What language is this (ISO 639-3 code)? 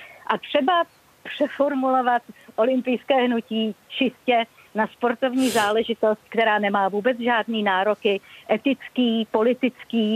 ces